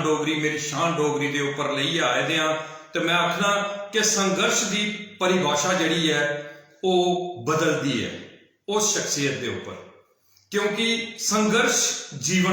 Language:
Dogri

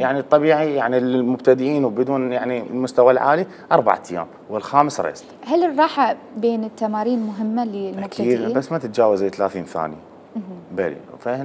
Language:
Mesopotamian Arabic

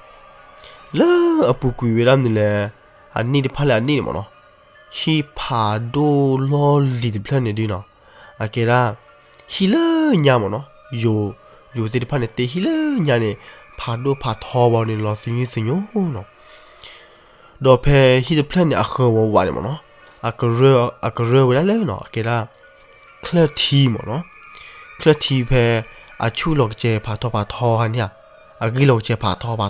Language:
S'gaw Karen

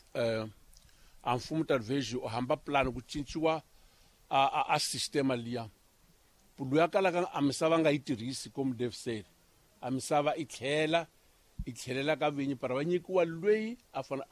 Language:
Tsonga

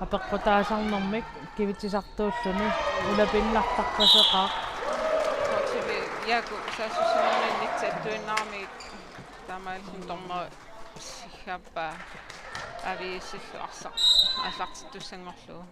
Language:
Kalaallisut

